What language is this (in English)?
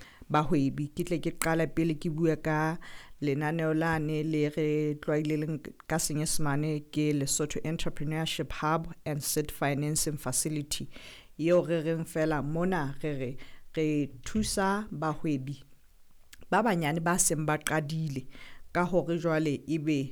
Southern Sotho